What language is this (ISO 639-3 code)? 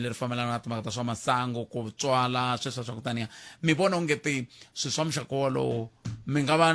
tso